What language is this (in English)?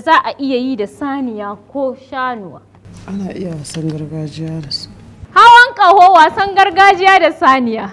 Hausa